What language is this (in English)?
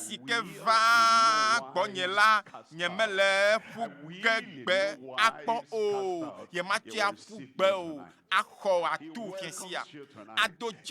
Ewe